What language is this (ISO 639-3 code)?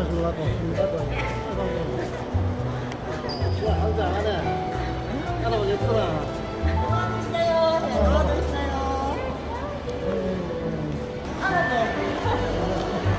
kor